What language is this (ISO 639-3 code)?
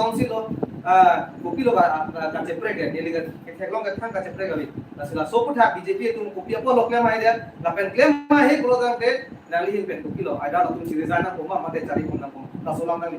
mjw